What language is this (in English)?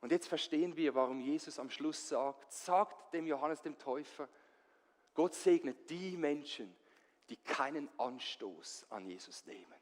Swiss German